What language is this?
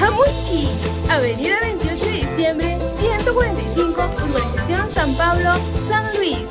Ayacucho Quechua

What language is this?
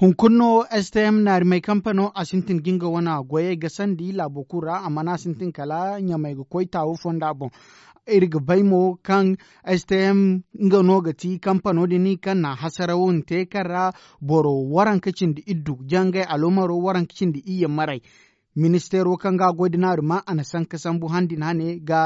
Zarma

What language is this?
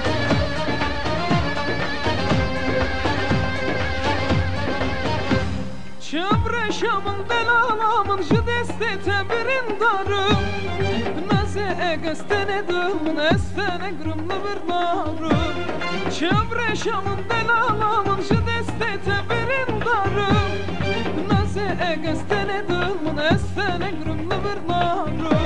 Turkish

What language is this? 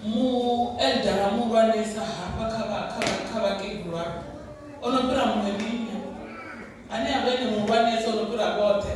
Venda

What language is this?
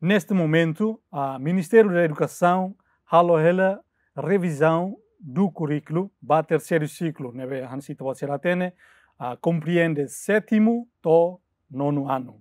Tetum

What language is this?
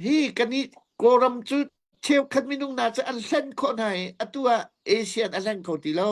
Hakha Chin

